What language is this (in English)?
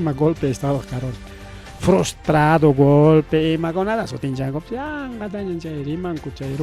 Ayacucho Quechua